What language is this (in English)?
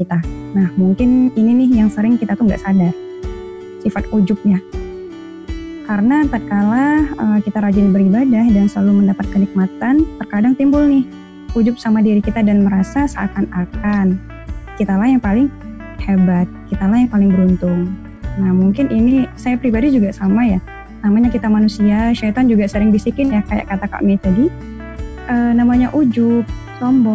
Indonesian